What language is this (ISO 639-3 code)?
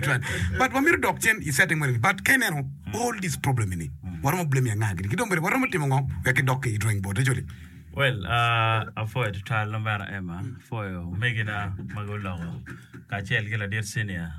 ach